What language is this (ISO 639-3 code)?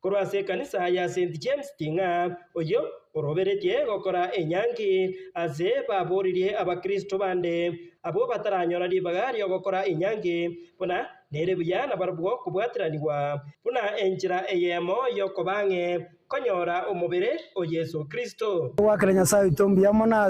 guz